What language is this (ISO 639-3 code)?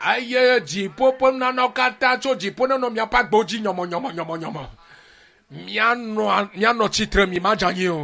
ewe